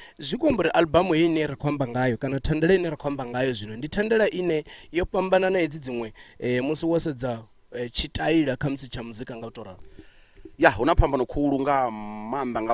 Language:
Venda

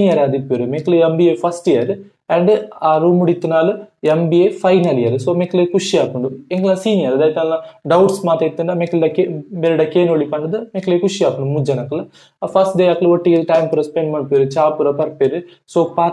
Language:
Tulu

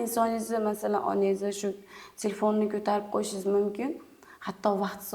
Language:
Uzbek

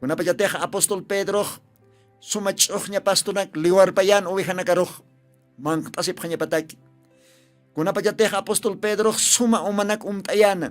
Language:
Aymara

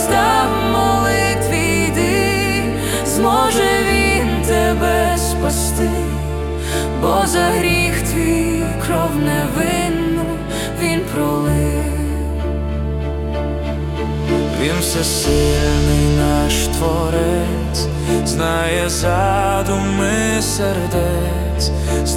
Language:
Ukrainian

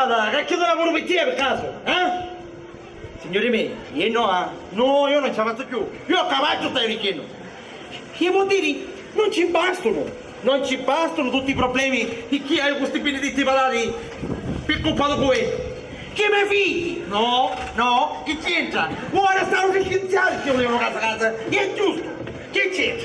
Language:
Sicilian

